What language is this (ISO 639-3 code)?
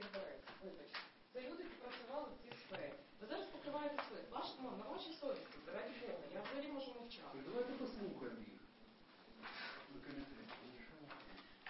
ukr